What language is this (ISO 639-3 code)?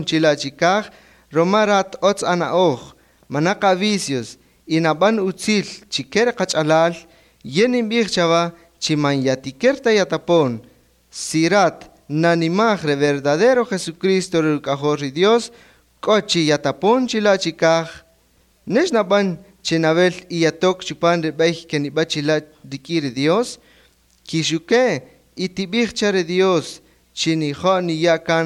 cak